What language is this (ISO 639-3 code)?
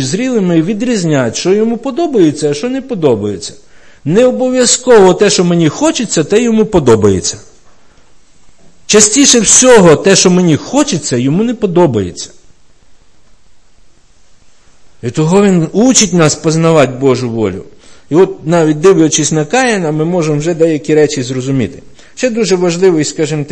ukr